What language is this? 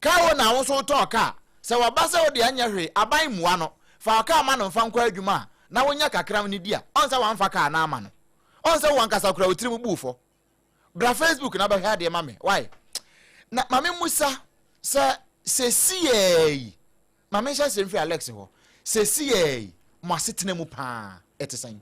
Akan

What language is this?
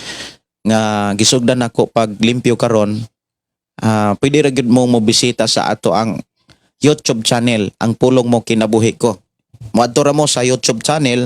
Cebuano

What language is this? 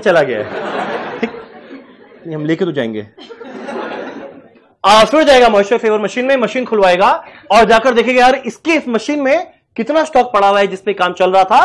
Hindi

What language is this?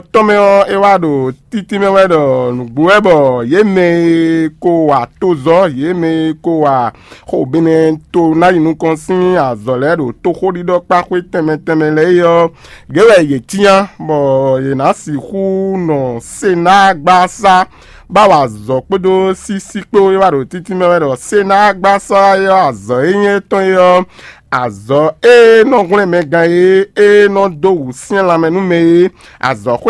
Fon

